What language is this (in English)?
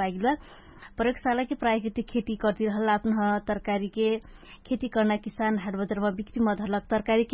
Dangaura Tharu